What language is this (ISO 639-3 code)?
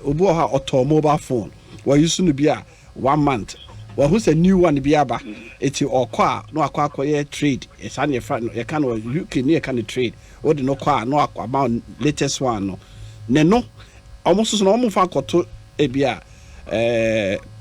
aka